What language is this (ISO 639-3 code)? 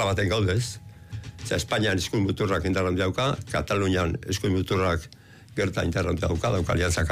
eus